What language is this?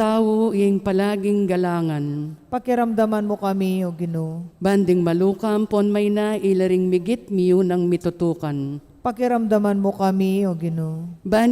Pampanga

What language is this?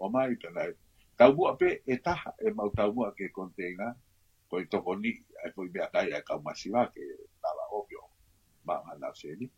Tongan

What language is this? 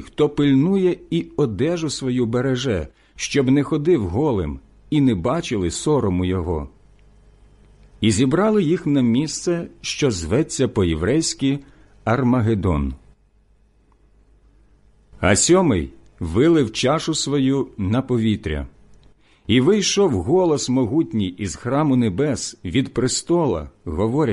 Ukrainian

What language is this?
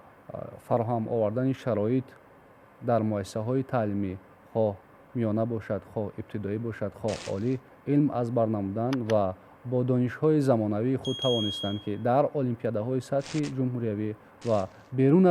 Tajik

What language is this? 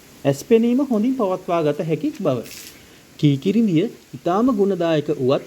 Sinhala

